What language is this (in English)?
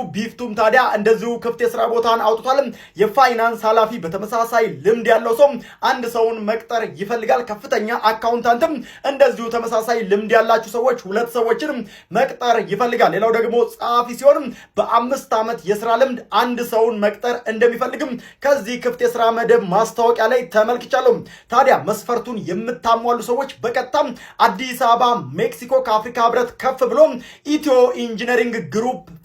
Amharic